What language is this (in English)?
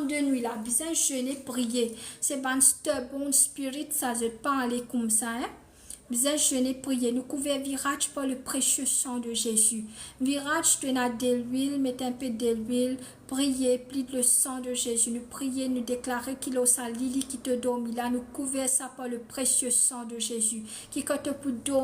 Morisyen